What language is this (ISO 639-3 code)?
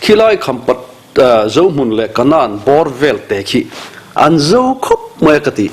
lus